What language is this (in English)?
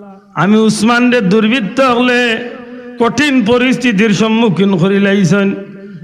Sylheti